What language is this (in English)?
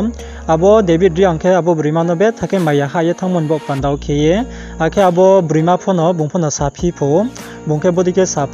Riang (India)